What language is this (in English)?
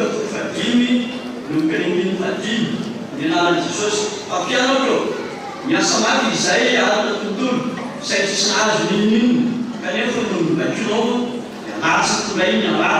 Malagasy